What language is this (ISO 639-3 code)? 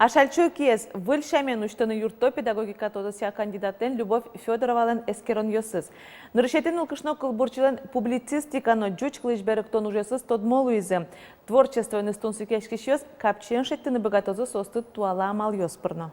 udm